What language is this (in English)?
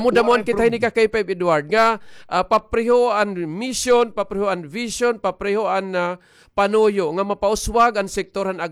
Waray